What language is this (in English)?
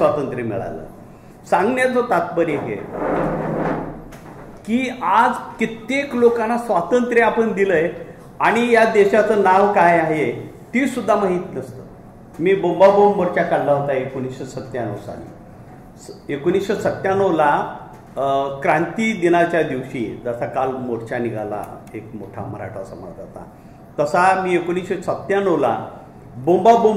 Marathi